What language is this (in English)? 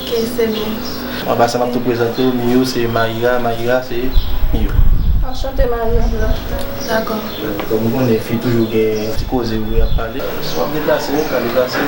Haitian Creole